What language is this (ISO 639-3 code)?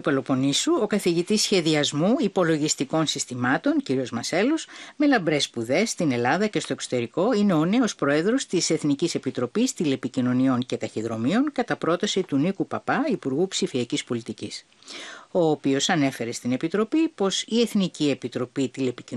ell